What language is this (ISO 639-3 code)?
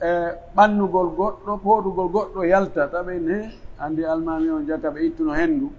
fuf